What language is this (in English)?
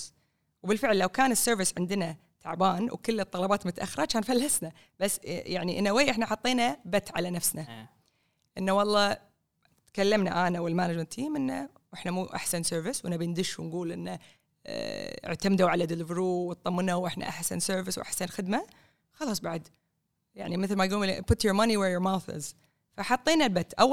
Gulf Arabic